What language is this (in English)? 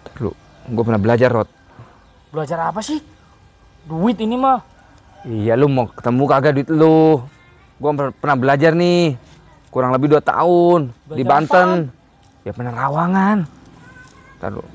Betawi